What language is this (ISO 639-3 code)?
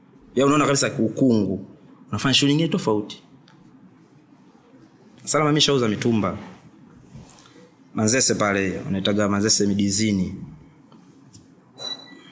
swa